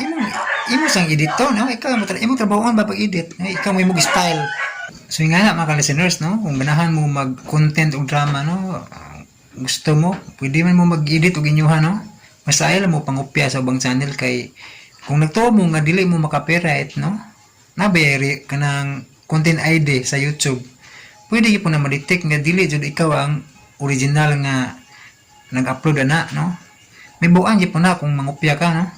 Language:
Cebuano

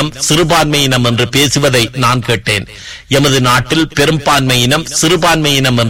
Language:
Tamil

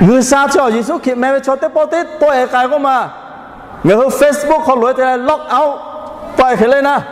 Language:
Lahu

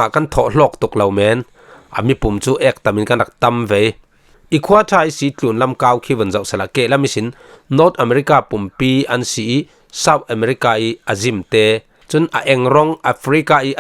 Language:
Falam Chin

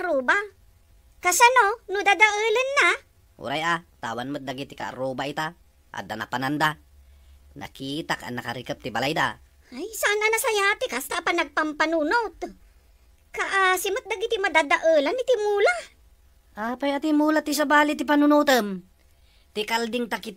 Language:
Iloko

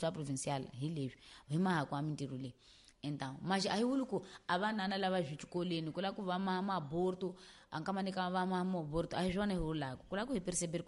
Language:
Tsonga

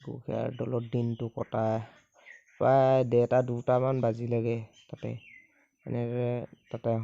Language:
Assamese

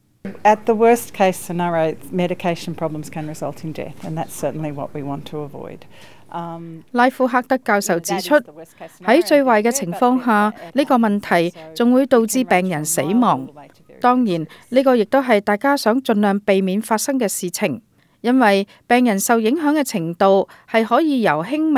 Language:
Cantonese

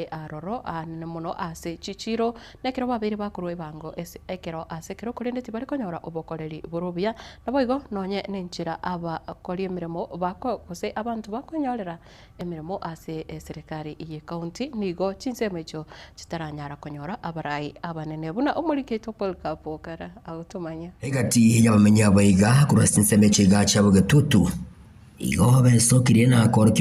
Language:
Gusii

